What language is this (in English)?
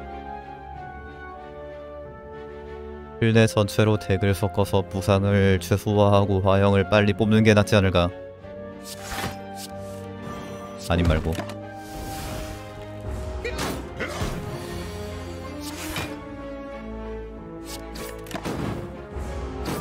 Korean